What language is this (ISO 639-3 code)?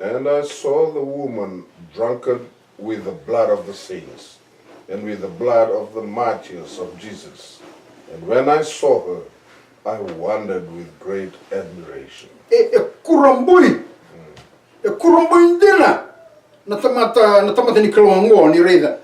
fij